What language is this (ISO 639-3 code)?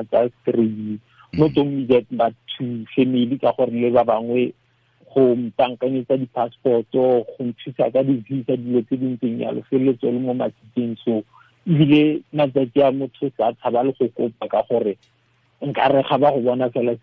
tsn